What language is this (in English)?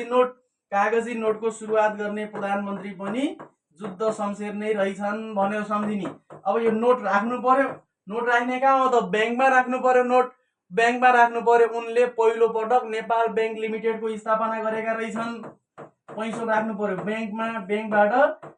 Nepali